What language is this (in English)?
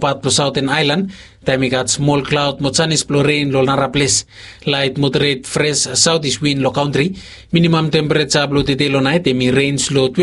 Bislama